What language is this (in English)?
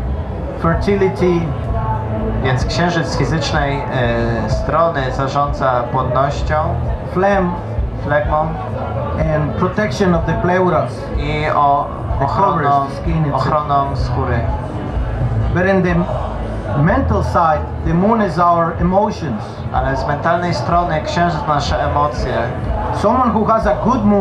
Polish